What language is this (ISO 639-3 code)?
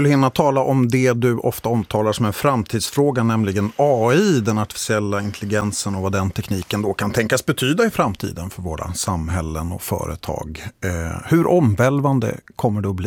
swe